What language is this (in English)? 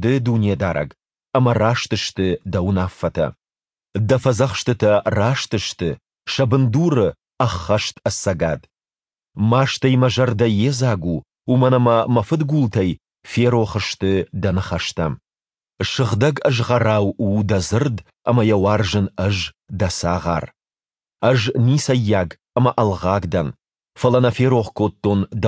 Ossetic